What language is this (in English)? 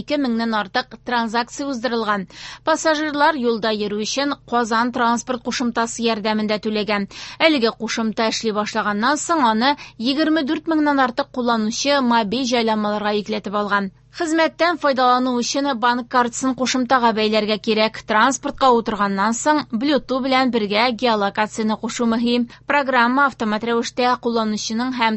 Tatar